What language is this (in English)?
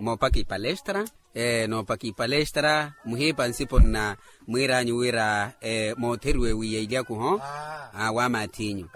Makhuwa